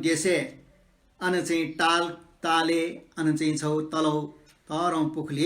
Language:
Newari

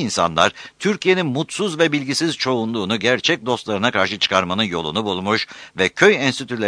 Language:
Turkish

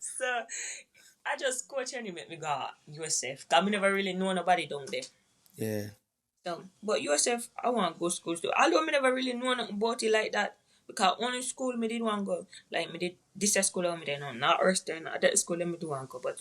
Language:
Jamaican Creole English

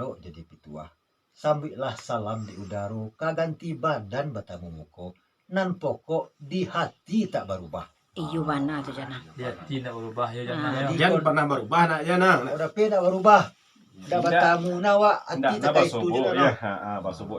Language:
Minangkabau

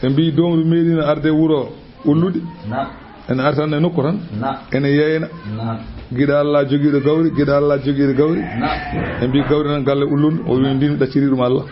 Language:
Fula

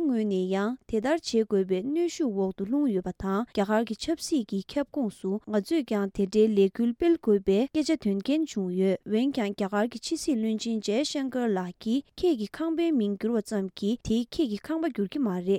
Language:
Tibetan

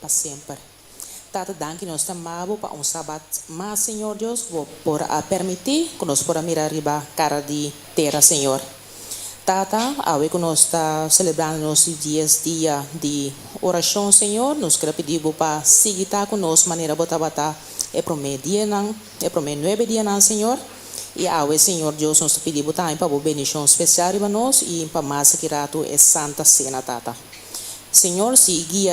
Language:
Papiamento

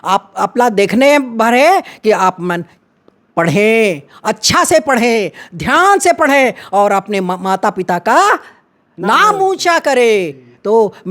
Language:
Chhattisgarhi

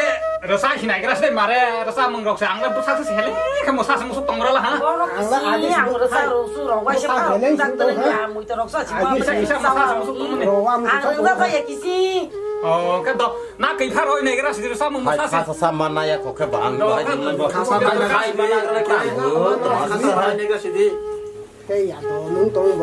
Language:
Kok Borok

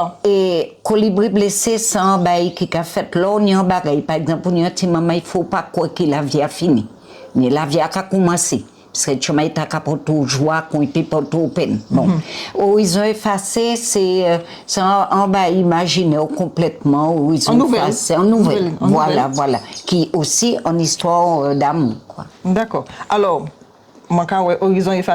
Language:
Guadeloupean Creole French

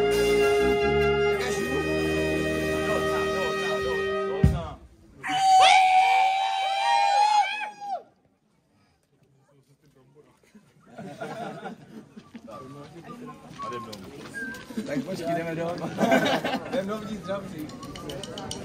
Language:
Czech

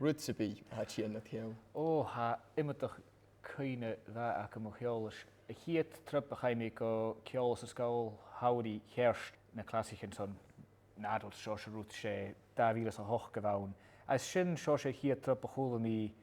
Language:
Scottish Gaelic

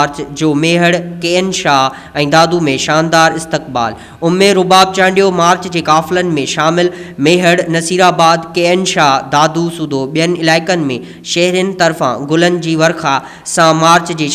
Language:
Sindhi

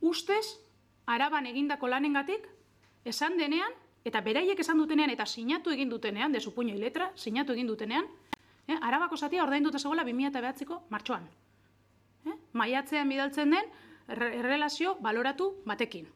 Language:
Basque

